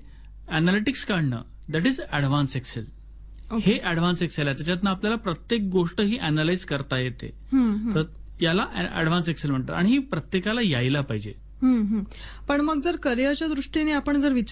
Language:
Marathi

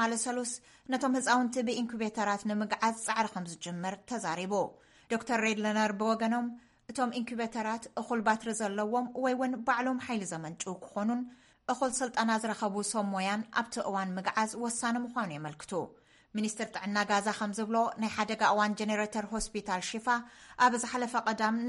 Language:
Tigrinya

